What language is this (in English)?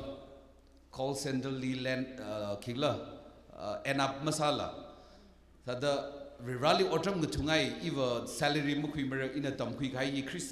Tangkhul Naga (India)